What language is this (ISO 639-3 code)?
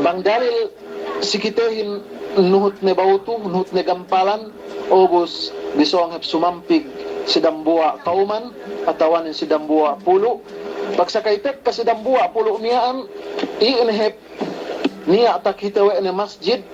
yka